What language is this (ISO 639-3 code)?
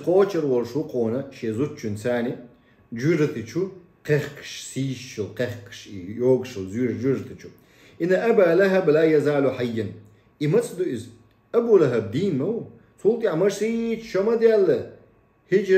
che